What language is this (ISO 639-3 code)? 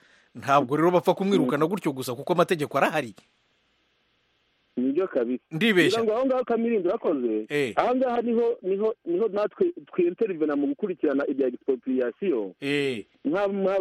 kin